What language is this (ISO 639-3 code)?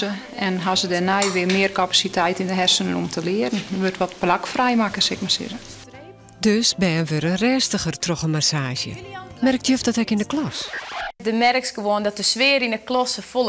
fry